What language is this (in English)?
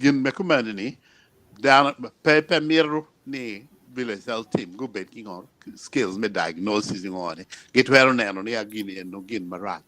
Acoli